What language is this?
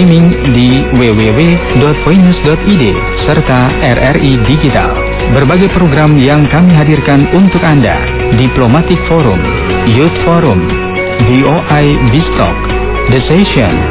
Indonesian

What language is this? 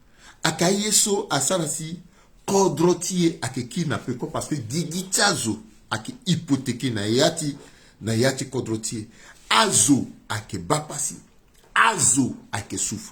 Sango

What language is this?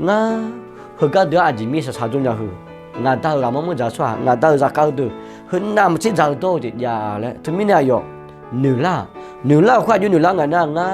Akha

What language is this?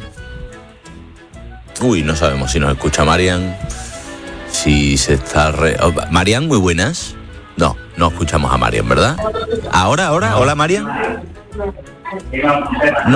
Spanish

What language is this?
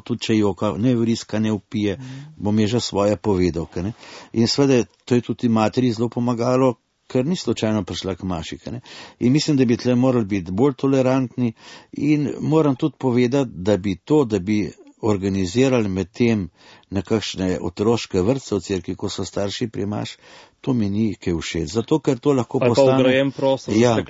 Slovenian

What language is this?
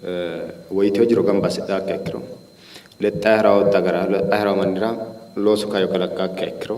Sidamo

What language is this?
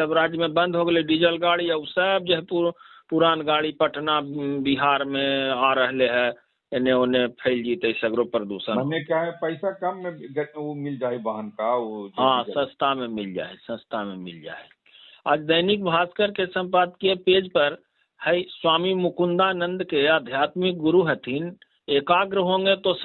Magahi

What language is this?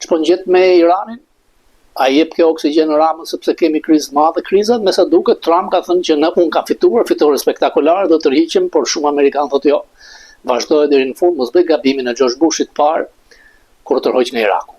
Albanian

